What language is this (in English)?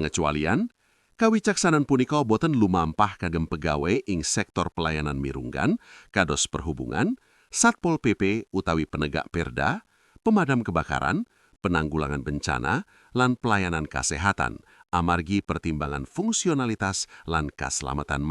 Javanese